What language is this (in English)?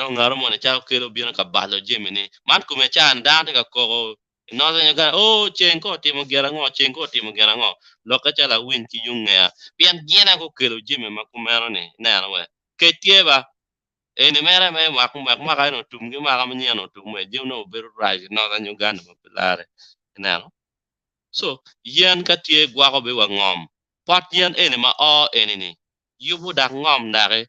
Acoli